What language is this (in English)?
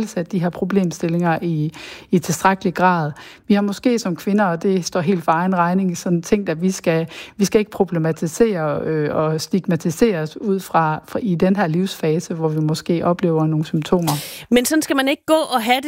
Danish